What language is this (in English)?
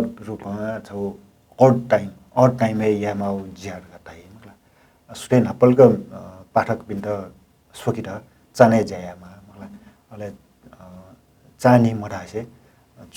Newari